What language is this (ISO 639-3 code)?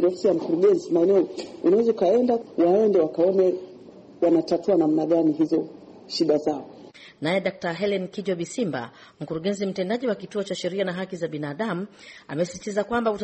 swa